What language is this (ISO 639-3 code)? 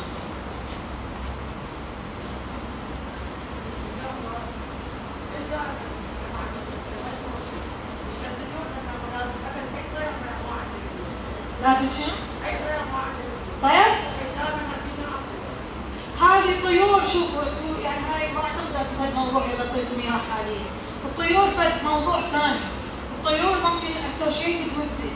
acm